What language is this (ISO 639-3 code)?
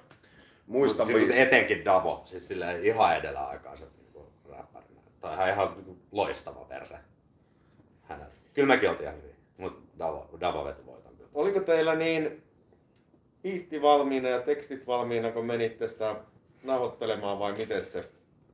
fin